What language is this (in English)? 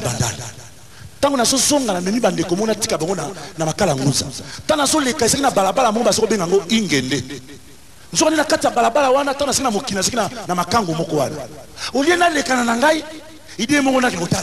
Lingala